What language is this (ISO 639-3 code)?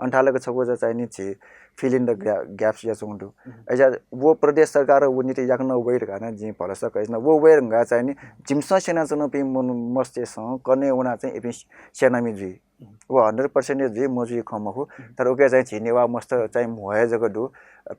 new